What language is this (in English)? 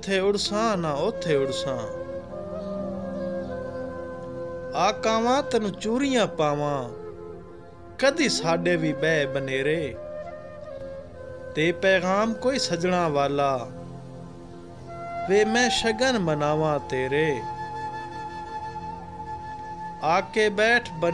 Punjabi